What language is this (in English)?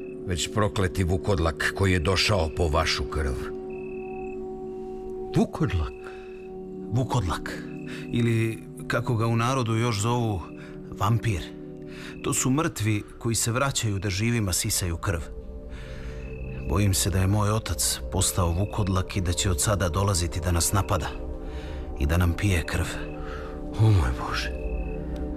Serbian